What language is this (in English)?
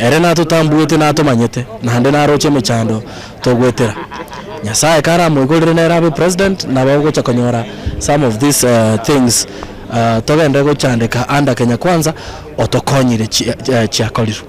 Gusii